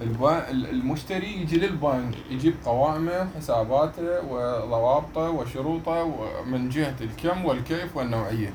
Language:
Mesopotamian Arabic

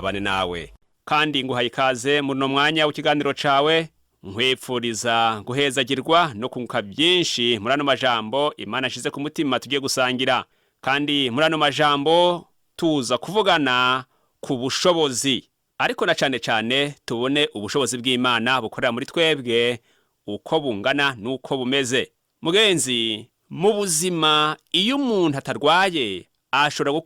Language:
Rundi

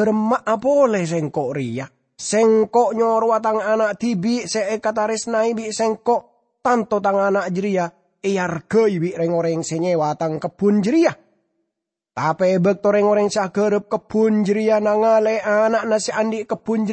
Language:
Madurese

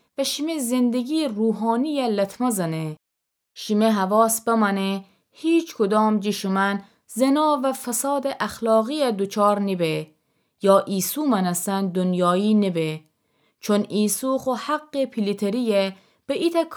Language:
Gilaki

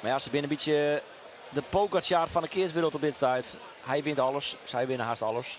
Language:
Western Frisian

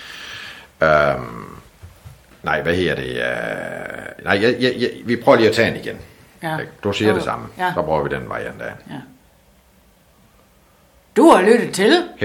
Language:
Danish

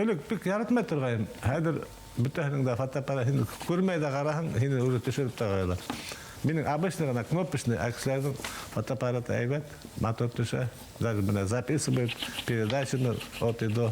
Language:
Bashkir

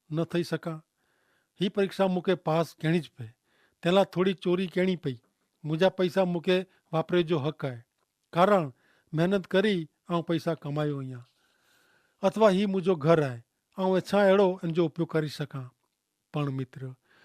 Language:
Kachhi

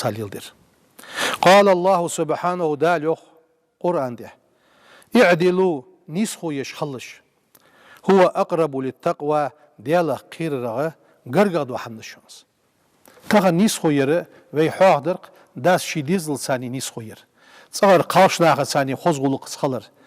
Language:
Ingush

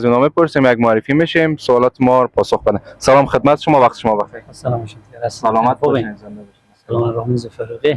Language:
Persian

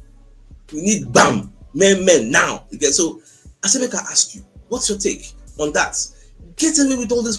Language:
Nigerian Pidgin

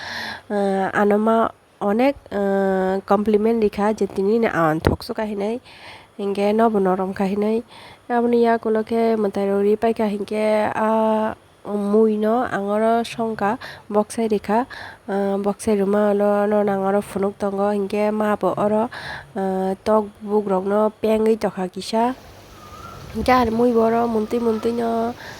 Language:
Kok Borok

